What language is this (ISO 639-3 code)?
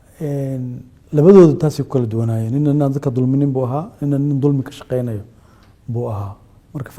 som